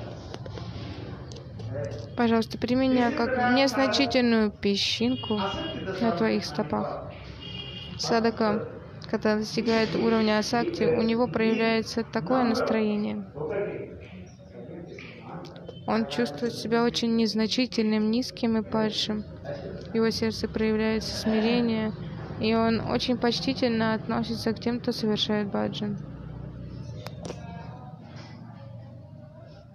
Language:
Russian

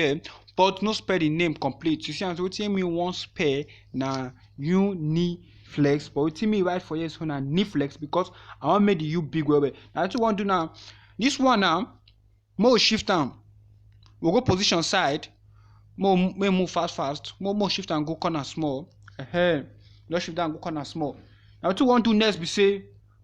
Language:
Nigerian Pidgin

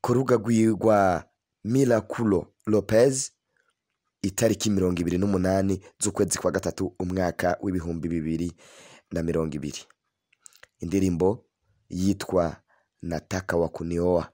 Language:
Rundi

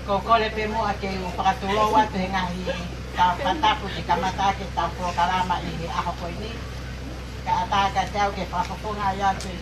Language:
Tongan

